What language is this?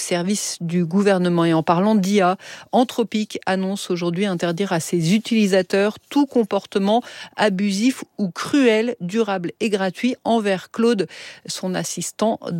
French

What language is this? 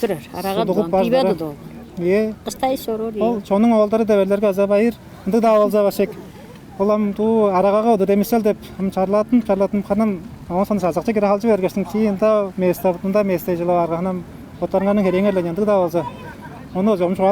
Tuvinian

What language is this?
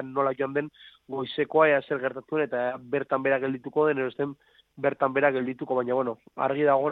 Basque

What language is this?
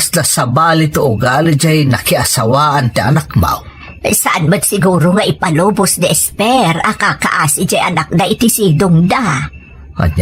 Iloko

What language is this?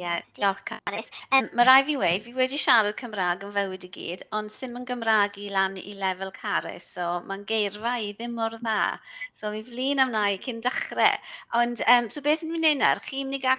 Welsh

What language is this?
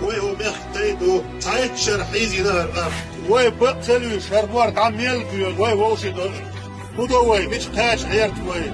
Chechen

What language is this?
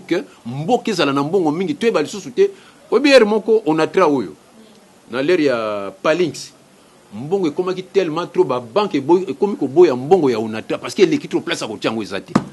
Lingala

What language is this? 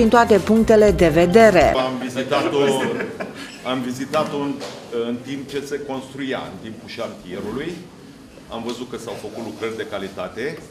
Romanian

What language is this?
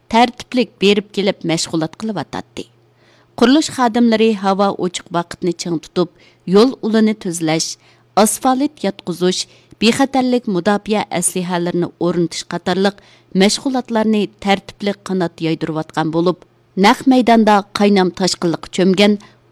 Uyghur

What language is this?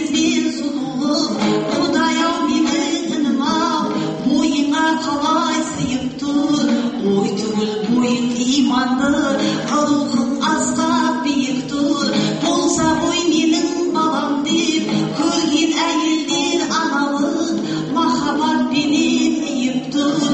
Kazakh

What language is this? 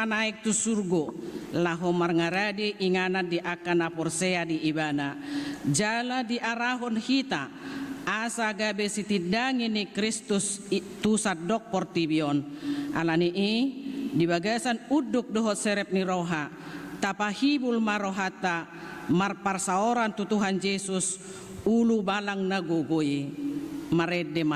Batak Toba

